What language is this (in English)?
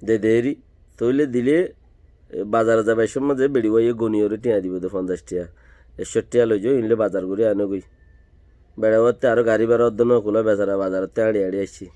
Rohingya